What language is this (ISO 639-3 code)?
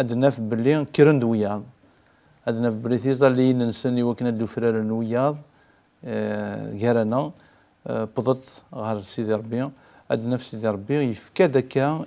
kab